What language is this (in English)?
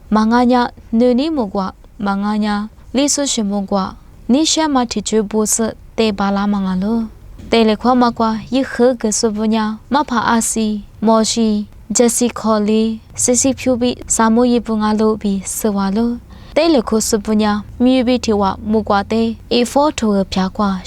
Lisu